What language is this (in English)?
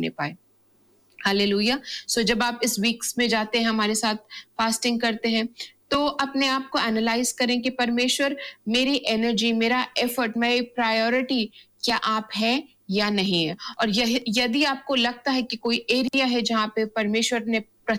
Hindi